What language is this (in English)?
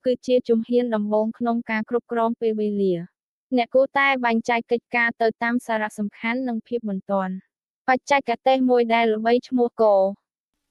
Khmer